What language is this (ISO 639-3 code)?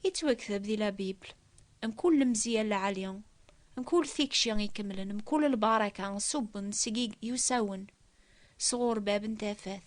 kab